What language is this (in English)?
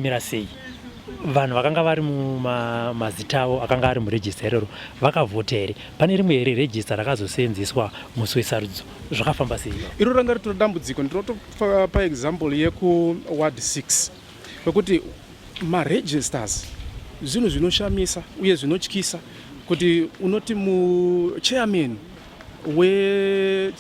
Shona